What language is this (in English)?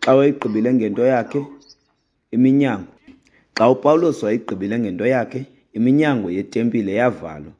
Xhosa